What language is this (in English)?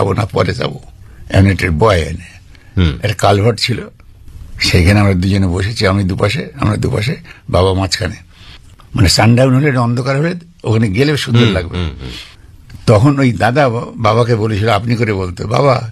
Bangla